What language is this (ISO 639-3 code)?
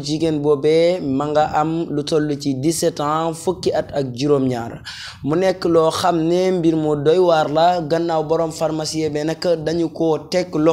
wol